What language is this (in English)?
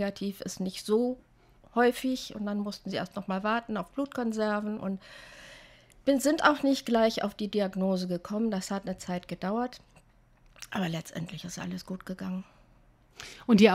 German